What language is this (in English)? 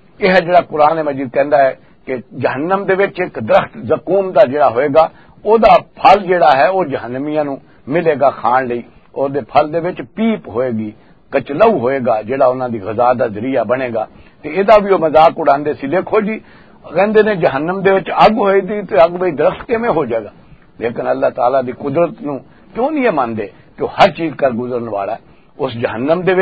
Western Panjabi